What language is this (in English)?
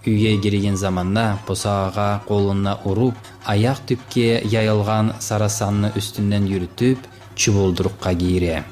Kumyk